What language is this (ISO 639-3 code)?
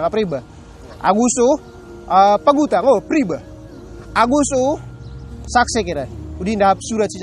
mrw